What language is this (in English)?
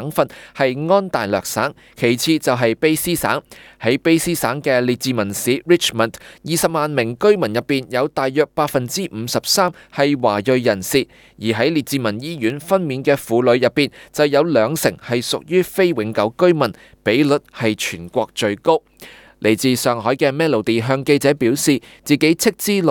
Cantonese